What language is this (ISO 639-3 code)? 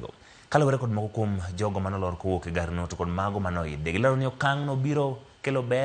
luo